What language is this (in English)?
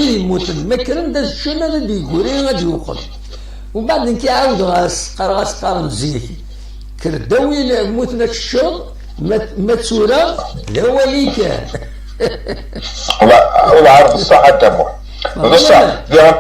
Kabyle